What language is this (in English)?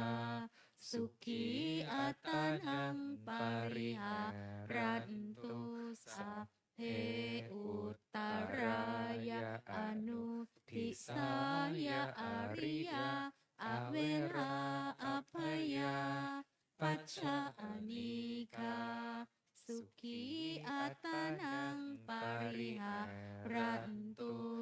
Pali